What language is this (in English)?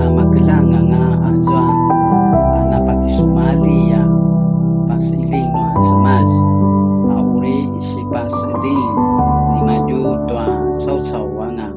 Paiwan